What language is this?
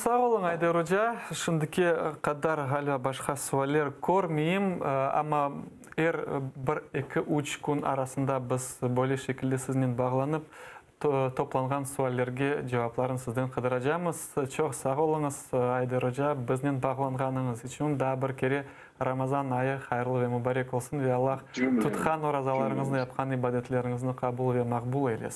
Crimean Tatar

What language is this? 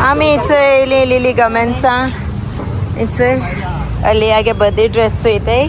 Konkani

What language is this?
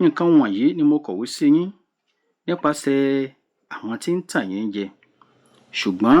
Yoruba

